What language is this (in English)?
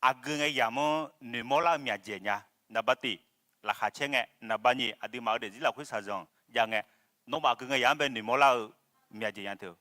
Akha